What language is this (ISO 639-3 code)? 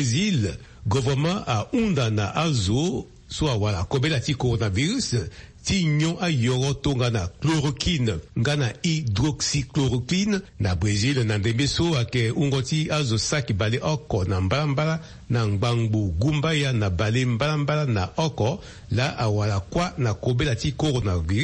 sag